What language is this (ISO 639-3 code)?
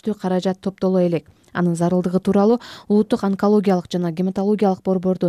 kir